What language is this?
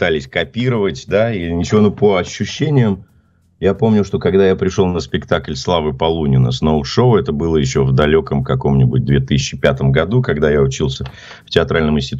Russian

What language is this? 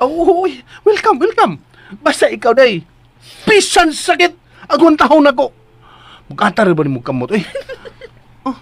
Cebuano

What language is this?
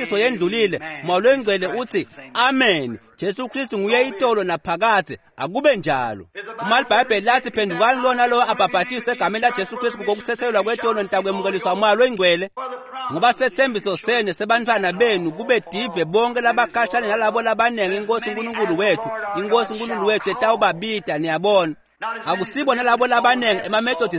Swati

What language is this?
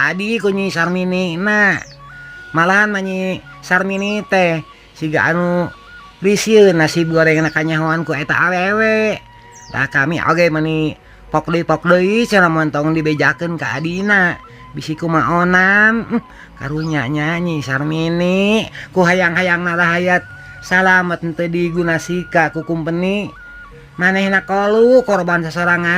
Sundanese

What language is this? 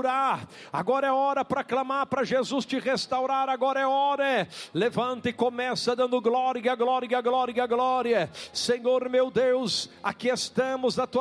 Portuguese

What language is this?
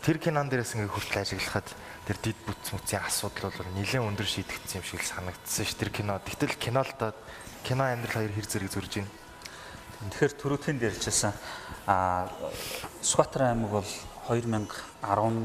Mongolian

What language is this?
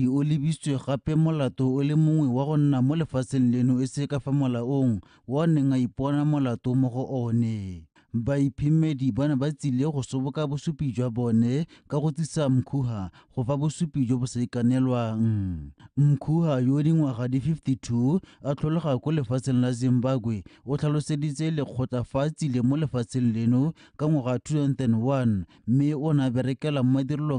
Tswana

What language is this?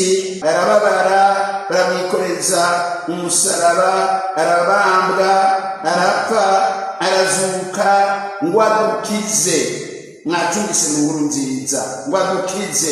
Rundi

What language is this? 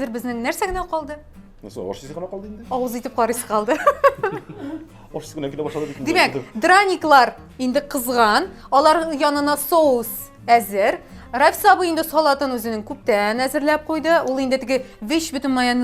Tatar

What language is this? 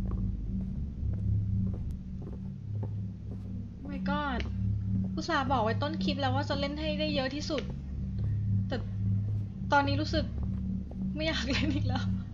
Thai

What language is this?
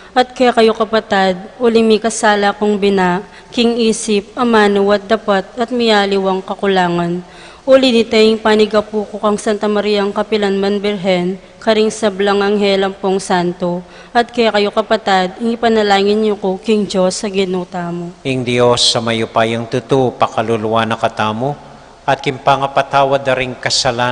Pampanga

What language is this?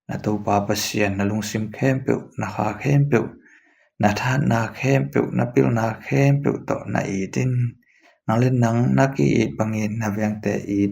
Tedim Chin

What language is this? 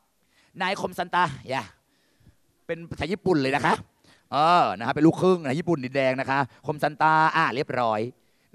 Thai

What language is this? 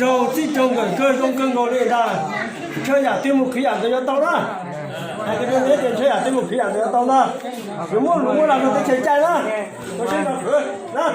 Hmong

